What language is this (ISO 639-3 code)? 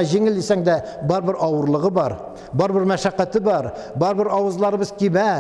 tat